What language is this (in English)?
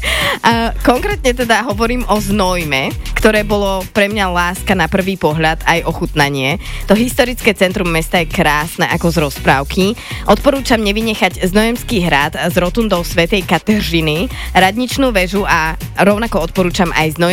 Slovak